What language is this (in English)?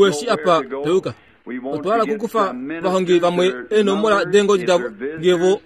Kuanyama